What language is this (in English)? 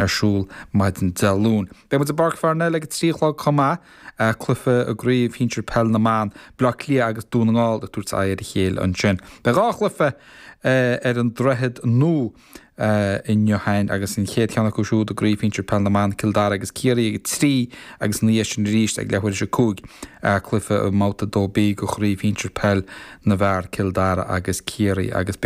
Irish